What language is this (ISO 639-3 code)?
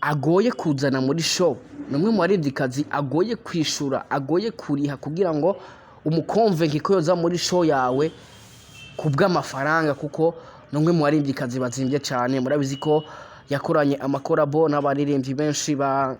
run